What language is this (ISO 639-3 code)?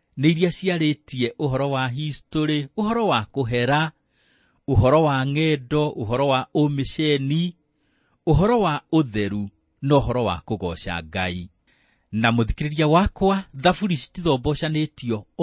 kik